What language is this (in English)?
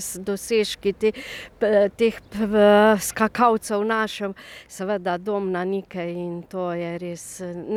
Slovenian